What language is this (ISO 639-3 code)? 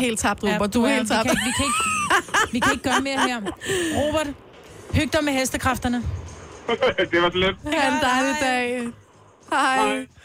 dan